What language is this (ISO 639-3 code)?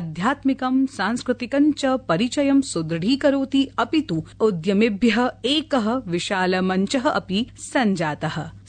san